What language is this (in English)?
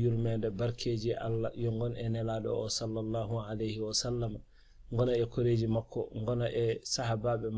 Fula